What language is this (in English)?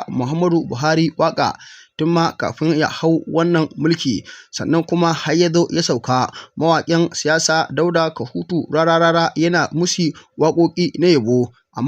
Hausa